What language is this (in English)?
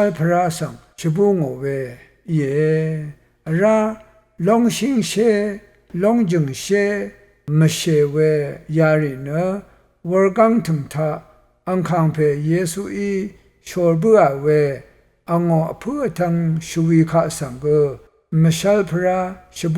Rawang